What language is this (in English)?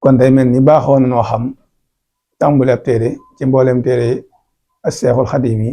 Wolof